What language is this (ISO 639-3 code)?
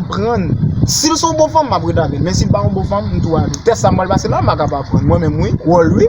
hat